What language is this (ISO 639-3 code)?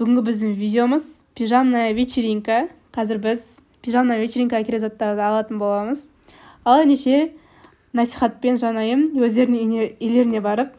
kaz